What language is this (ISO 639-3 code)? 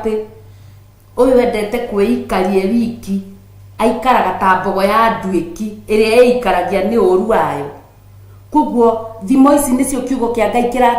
kik